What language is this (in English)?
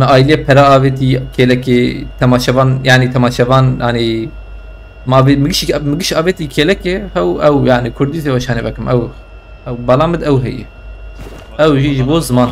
Kurdish